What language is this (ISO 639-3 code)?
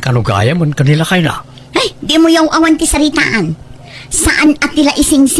ilo